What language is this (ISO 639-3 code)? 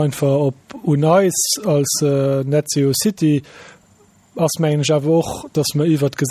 ltz